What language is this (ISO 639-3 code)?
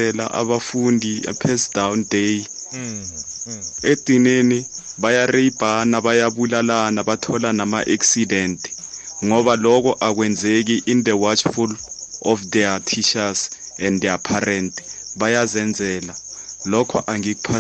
nbl